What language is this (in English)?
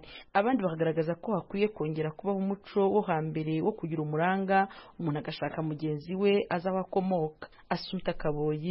Kinyarwanda